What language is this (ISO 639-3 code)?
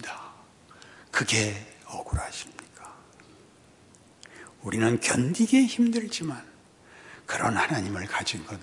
kor